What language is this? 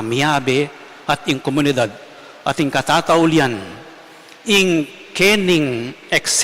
Pampanga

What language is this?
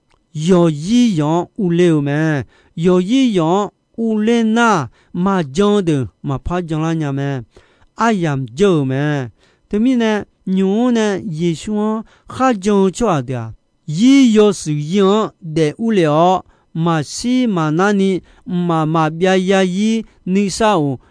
Akha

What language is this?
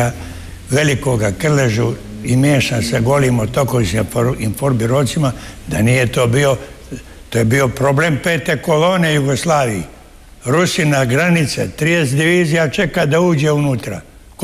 Croatian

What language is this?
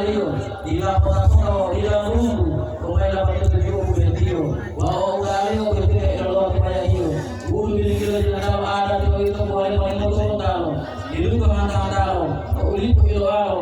Gorontalo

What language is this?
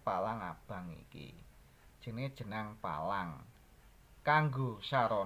Javanese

